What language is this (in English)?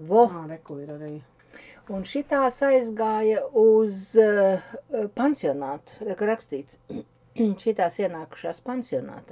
Latvian